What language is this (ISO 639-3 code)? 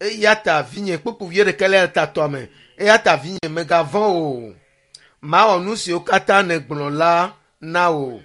ewe